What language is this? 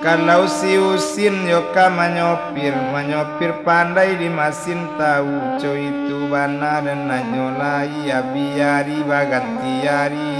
Minangkabau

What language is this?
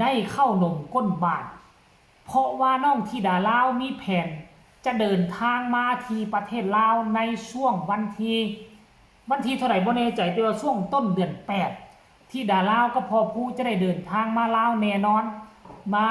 Northeastern Thai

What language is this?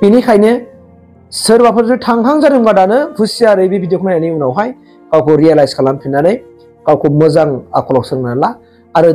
Bodo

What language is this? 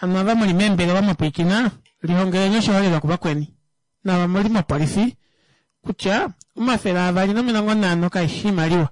Kuanyama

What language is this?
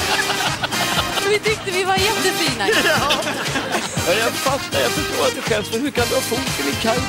Swedish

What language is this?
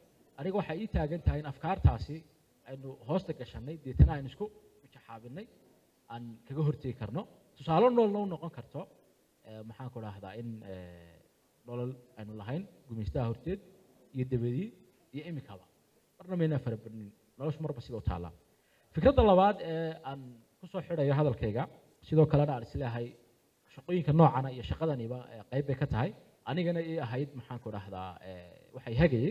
Somali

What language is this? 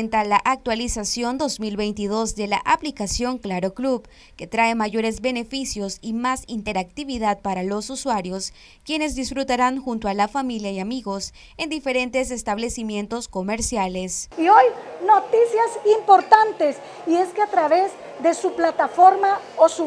Spanish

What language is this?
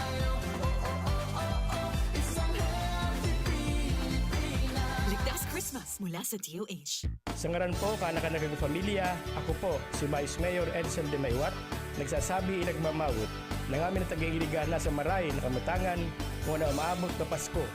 Bikol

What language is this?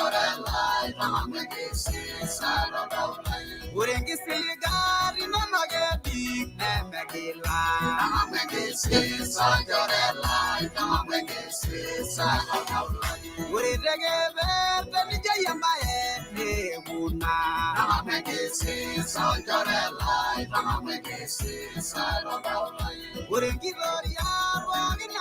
Masai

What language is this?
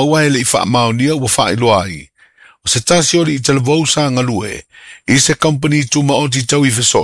Samoan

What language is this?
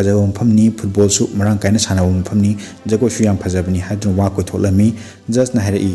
Manipuri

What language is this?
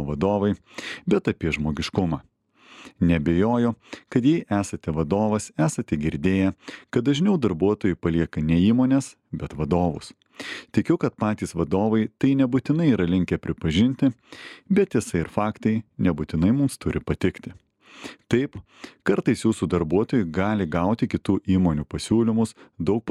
Lithuanian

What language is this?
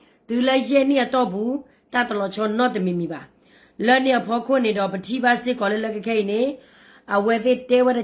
S'gaw Karen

